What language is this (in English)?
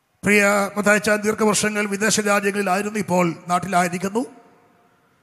Malayalam